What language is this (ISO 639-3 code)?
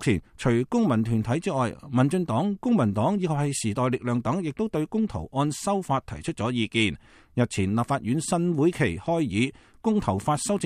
yue